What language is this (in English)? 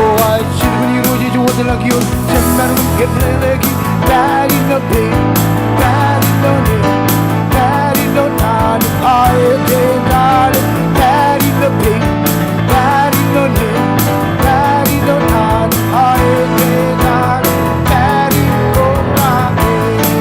Marshallese